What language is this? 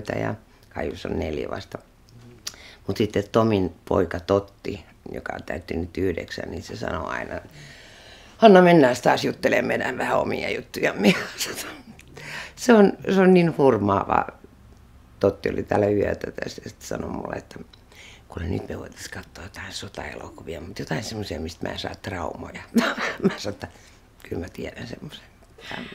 Finnish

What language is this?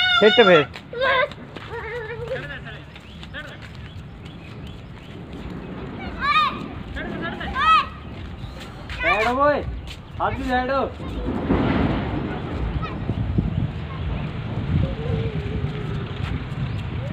Hindi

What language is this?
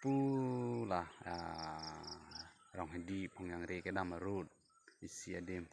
Karbi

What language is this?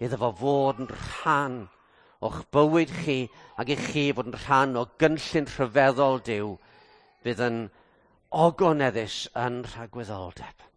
Welsh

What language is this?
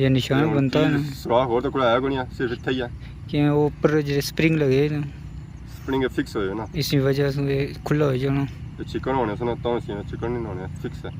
Pahari-Potwari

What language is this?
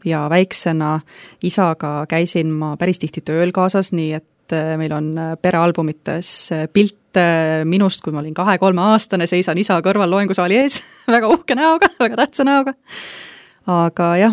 Estonian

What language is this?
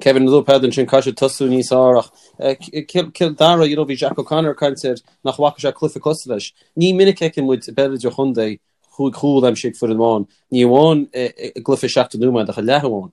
Irish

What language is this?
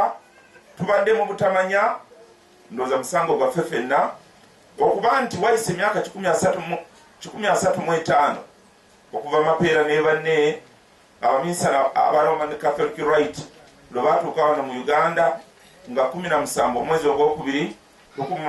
Ganda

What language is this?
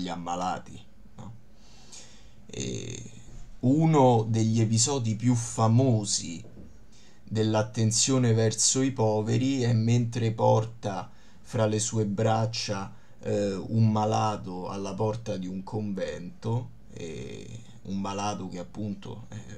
Italian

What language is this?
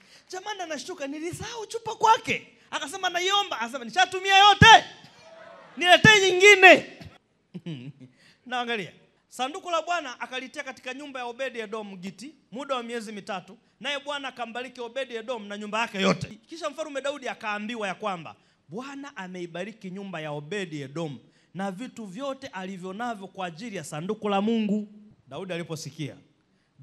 Swahili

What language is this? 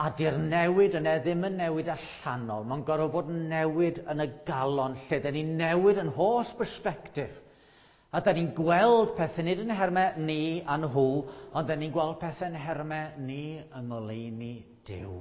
Welsh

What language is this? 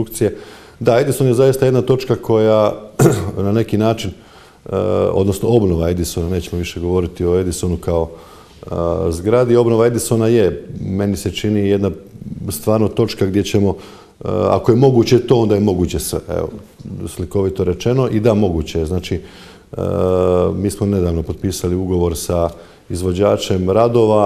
Croatian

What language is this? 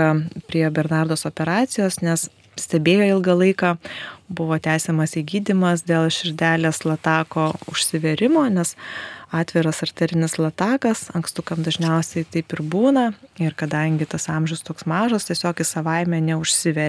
Lithuanian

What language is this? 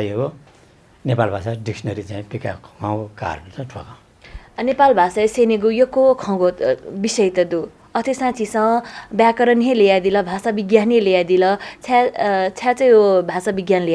Newari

